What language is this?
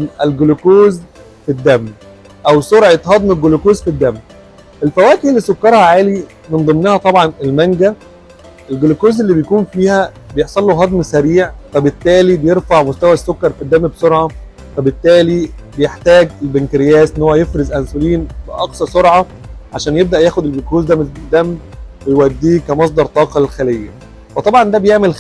Egyptian Arabic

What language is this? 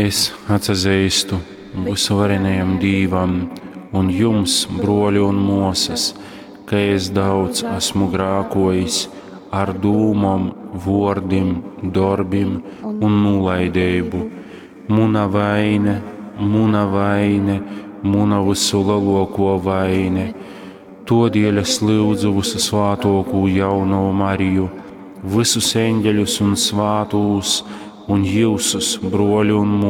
Latgalian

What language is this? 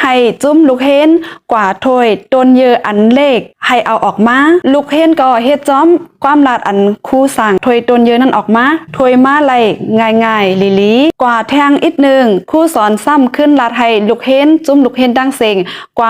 Shan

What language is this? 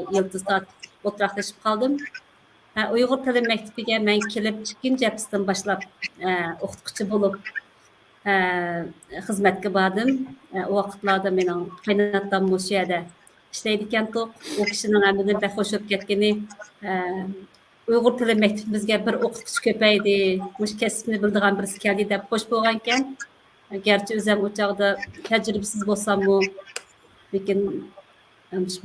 Uyghur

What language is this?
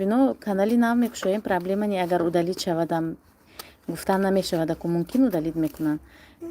Tajik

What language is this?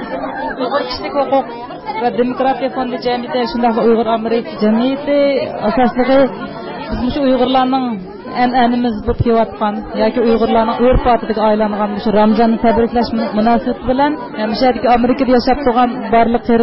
Uyghur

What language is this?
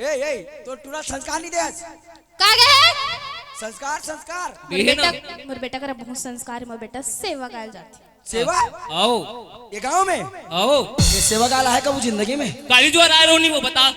Chhattisgarhi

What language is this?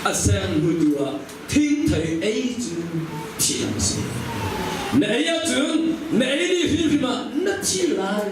Hakha Chin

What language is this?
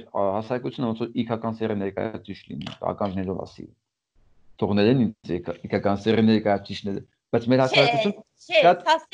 Armenian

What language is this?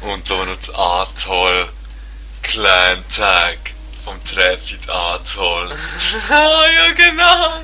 Swiss German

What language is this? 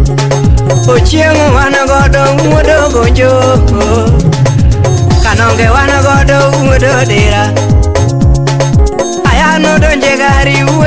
Luo (Kenya and Tanzania)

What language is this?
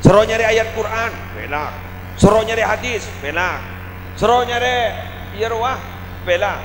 Madurese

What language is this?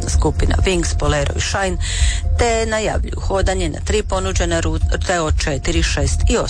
Croatian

